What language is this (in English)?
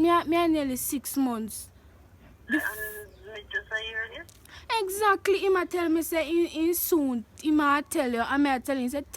Jamaican Creole English